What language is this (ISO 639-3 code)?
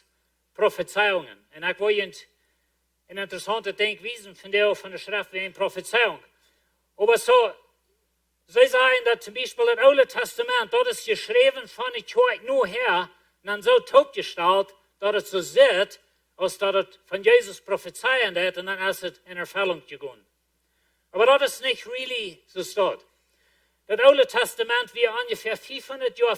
pdt